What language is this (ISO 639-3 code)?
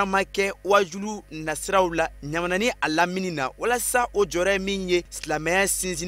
bam